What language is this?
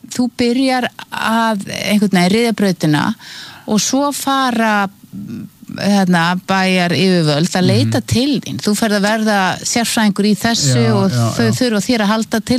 Icelandic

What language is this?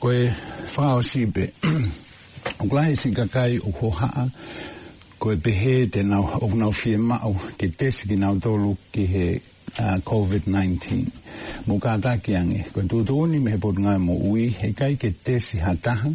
Tongan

